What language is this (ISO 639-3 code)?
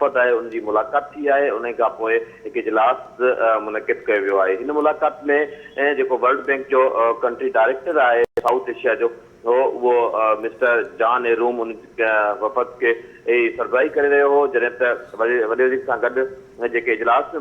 snd